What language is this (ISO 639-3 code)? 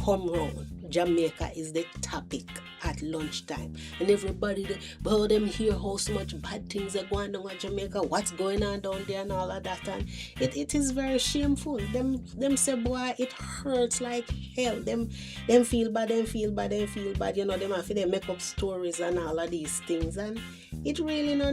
jam